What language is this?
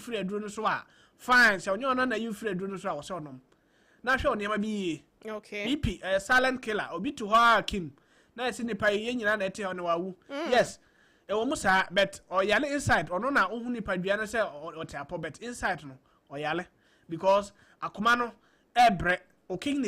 Akan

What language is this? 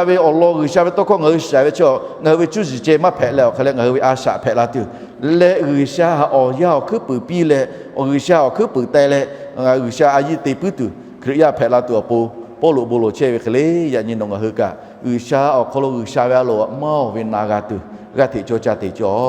Lahu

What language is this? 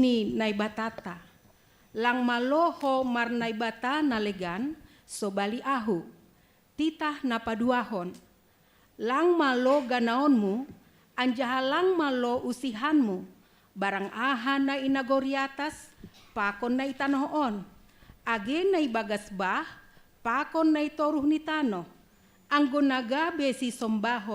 Batak Simalungun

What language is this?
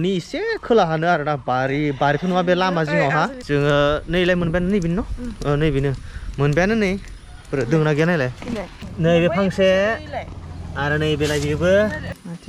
Bodo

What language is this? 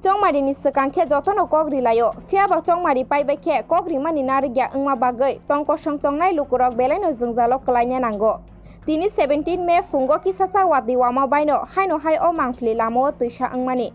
Kok Borok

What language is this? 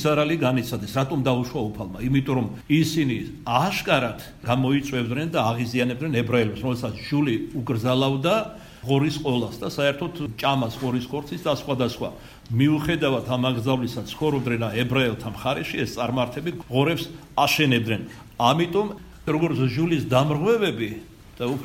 Georgian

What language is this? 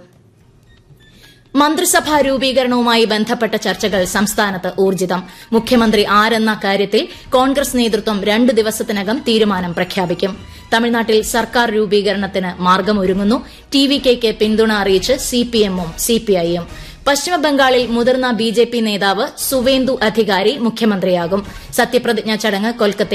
Malayalam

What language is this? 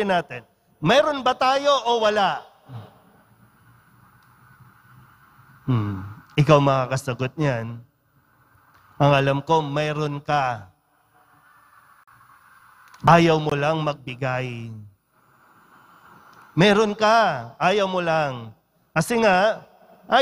Filipino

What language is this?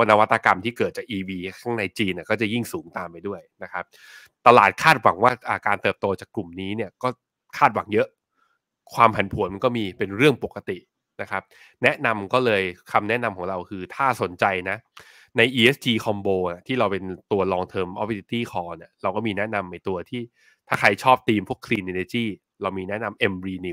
Thai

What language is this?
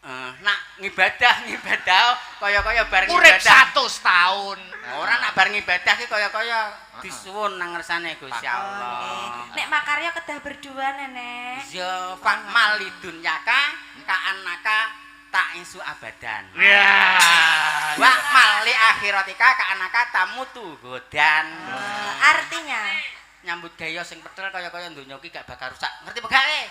Javanese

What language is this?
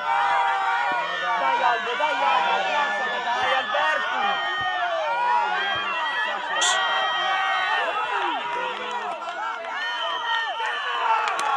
Italian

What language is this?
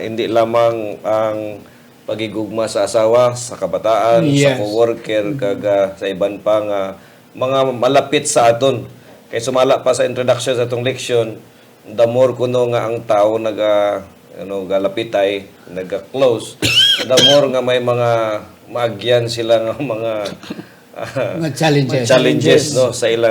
Hiligaynon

